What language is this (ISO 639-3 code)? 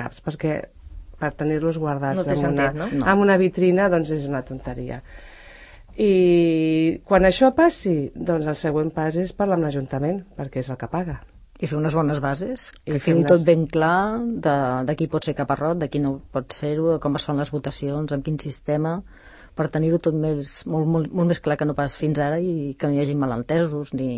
cat